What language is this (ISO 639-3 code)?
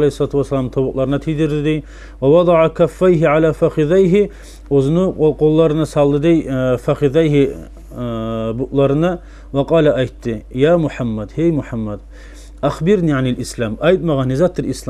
kum